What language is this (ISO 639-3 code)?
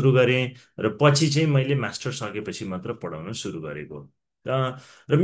nep